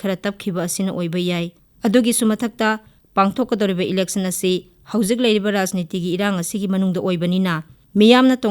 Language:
Manipuri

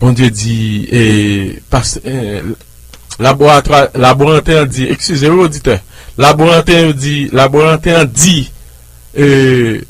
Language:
Haitian Creole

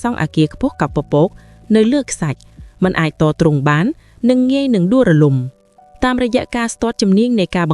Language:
Khmer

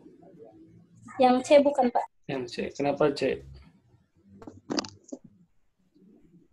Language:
Indonesian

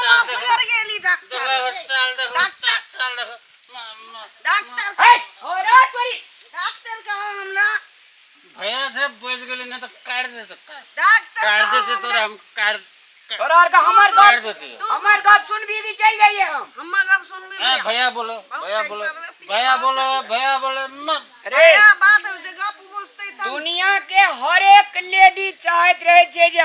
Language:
Maithili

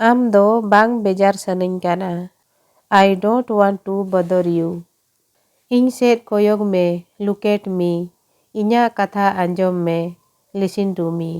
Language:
Santali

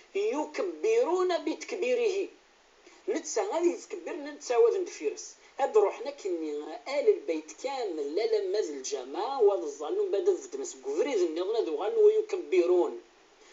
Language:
Kabyle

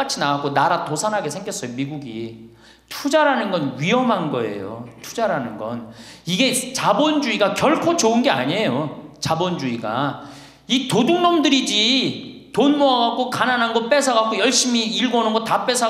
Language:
Korean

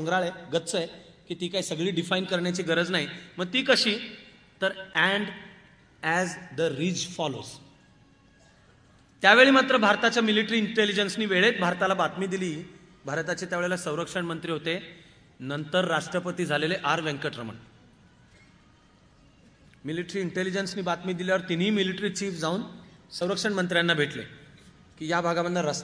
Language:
Marathi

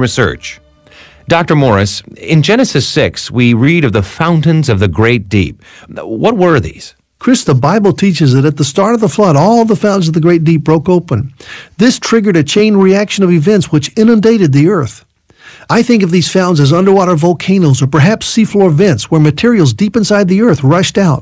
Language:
English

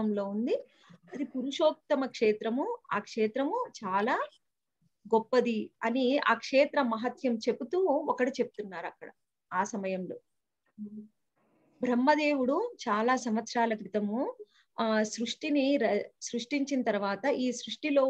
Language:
Telugu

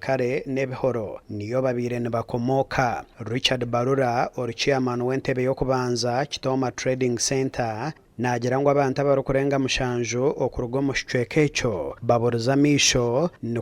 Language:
Nyankole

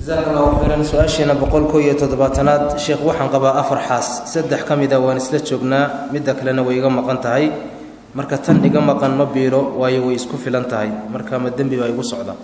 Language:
Somali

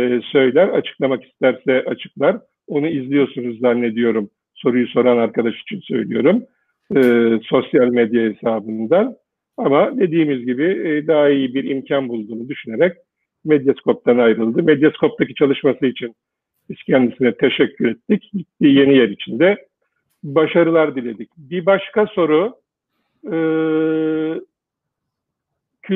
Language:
Turkish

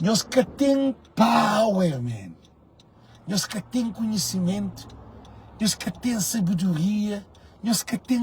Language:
Kabuverdianu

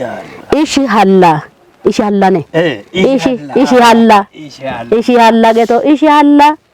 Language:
Kafa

